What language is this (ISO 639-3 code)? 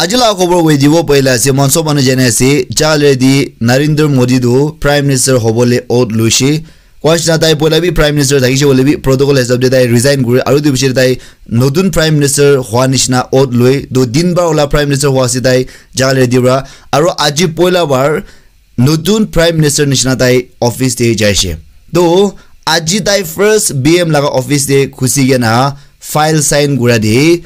nag